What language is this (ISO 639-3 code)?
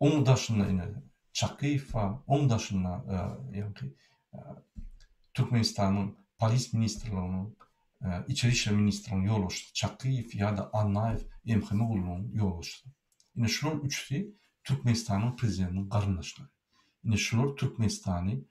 tuk